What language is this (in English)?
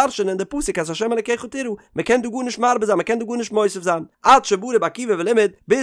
Yiddish